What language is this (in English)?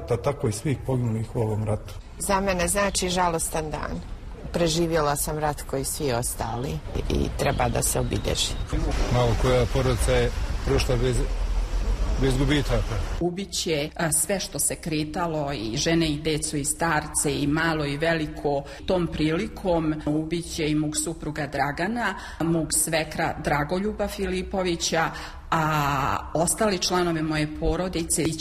Serbian